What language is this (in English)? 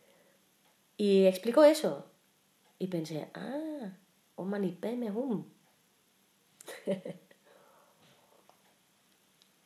Spanish